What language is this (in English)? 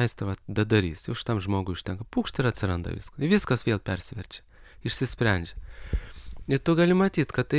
Lithuanian